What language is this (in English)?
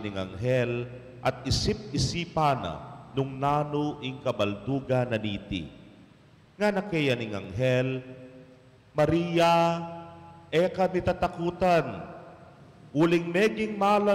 Pampanga